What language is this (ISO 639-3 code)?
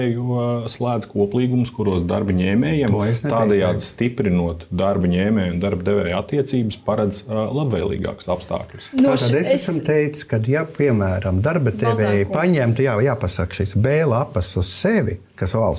lav